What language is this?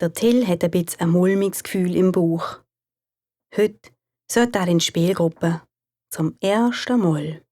Swiss German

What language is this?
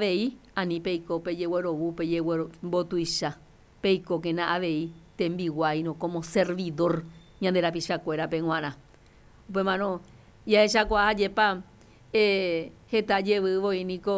Guarani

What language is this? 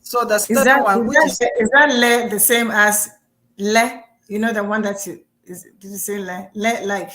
Ewe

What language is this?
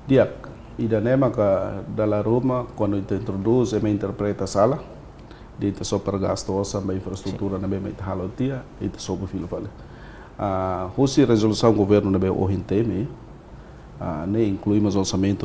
Tetum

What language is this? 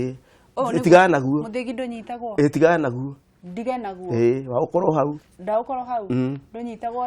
Kikuyu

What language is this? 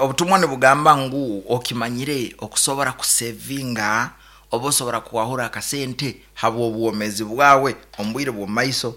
Nyankole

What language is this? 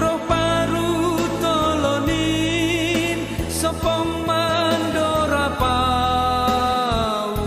Batak Simalungun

